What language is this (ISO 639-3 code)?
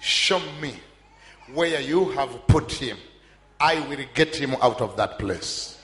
lug